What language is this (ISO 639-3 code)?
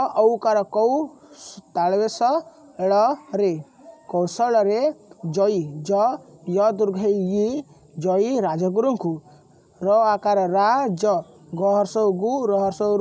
ori